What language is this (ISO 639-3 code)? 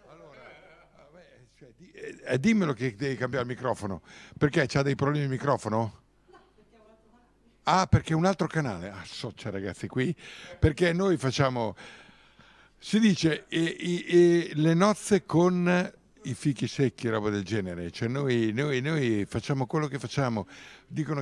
ita